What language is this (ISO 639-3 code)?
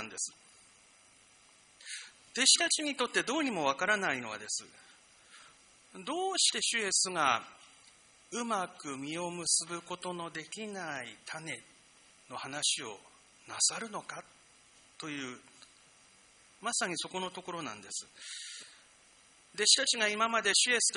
jpn